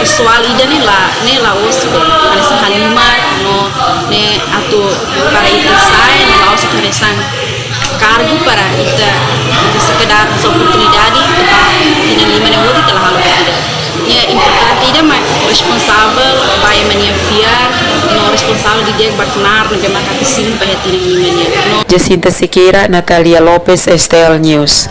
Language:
Tetum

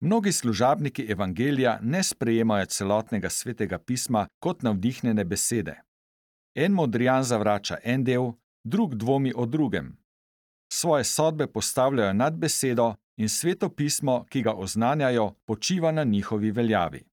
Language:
Slovenian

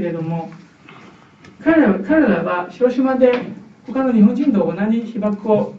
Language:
Japanese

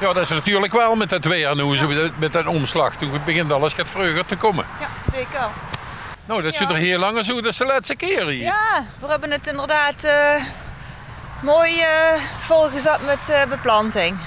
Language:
Limburgish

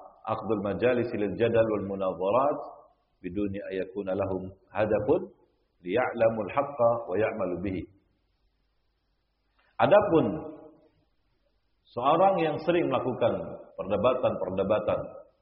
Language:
Indonesian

